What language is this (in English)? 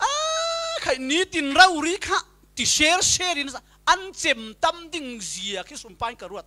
Falam Chin